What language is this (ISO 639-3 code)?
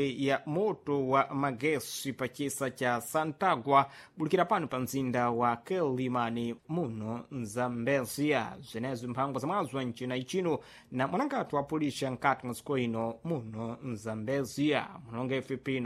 seh